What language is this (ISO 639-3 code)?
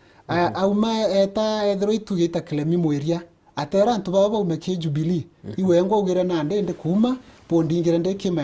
mer